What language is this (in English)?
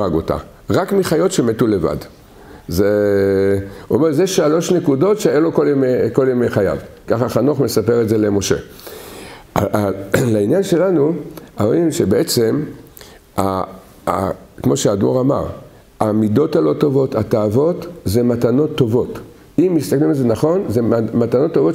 Hebrew